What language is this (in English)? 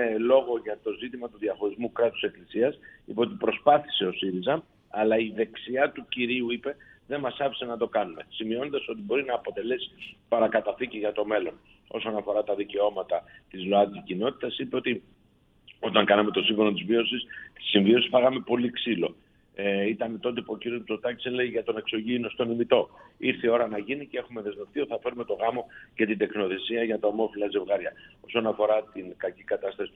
Greek